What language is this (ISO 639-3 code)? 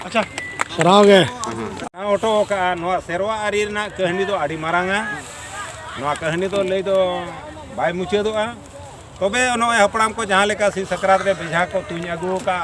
sat